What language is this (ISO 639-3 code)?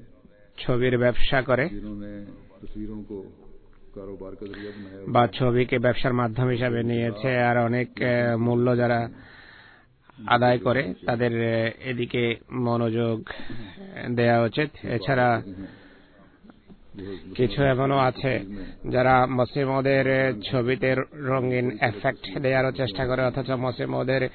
ben